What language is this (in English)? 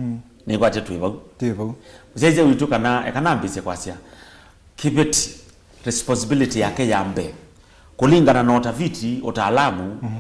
Kamba